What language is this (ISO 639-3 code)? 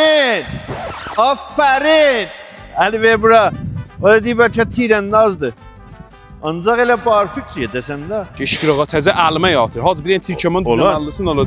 azb